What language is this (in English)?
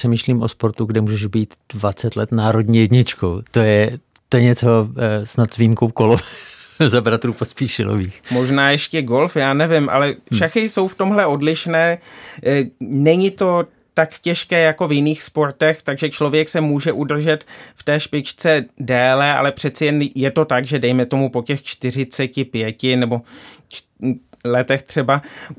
Czech